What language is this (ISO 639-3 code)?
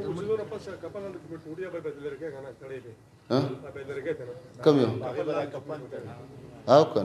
pus